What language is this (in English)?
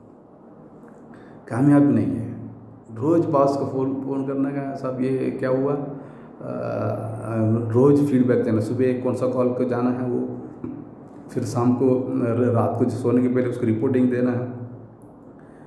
Hindi